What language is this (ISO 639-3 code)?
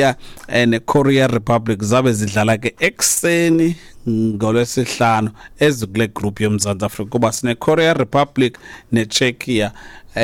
xho